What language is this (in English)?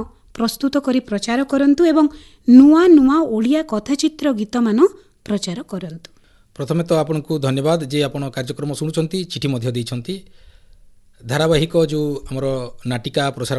Odia